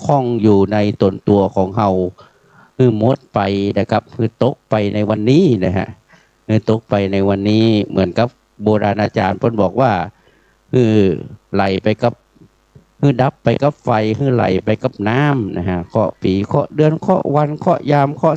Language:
Pali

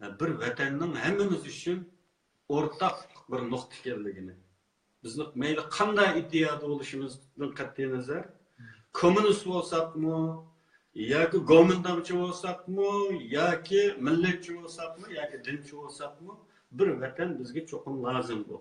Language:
Uyghur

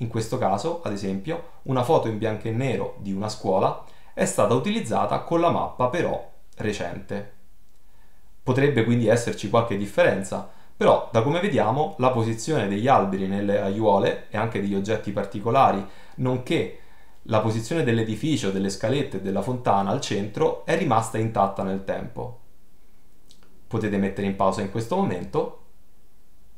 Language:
Italian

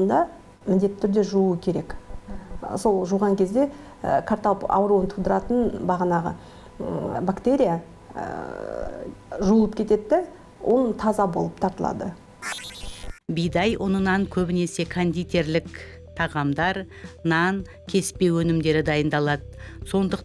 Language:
Kazakh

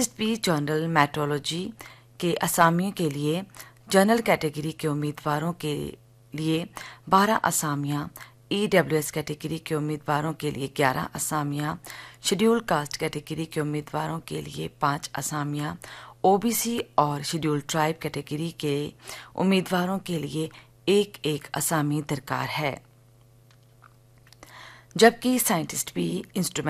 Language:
Hindi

